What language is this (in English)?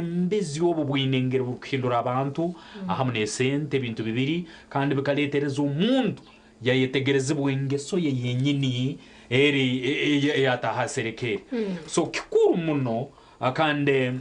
Nyankole